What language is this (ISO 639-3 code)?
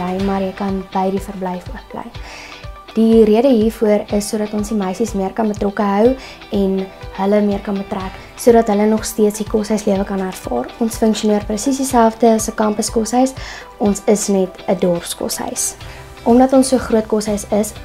afr